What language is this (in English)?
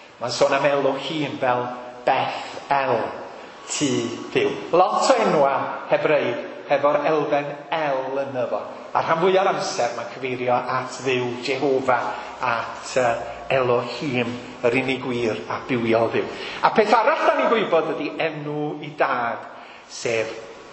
Welsh